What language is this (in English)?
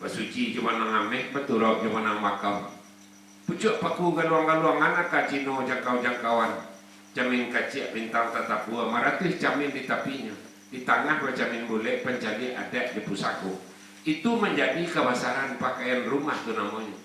Minangkabau